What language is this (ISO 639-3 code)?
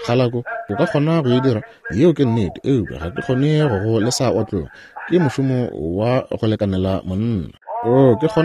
nso